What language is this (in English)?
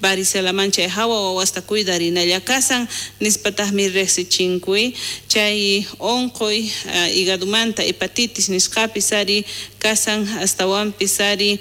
South Bolivian Quechua